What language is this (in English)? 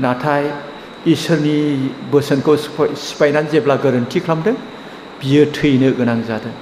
Bodo